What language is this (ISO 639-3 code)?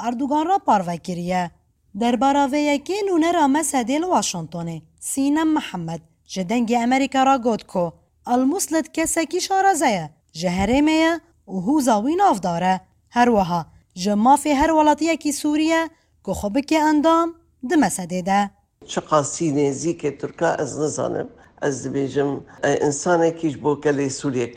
kur